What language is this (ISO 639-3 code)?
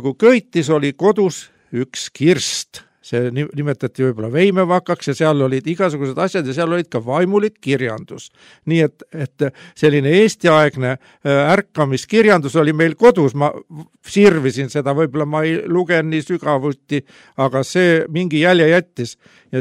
est